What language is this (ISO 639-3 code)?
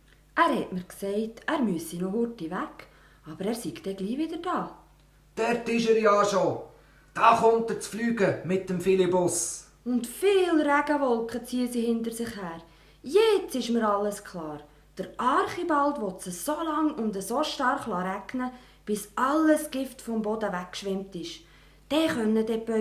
gsw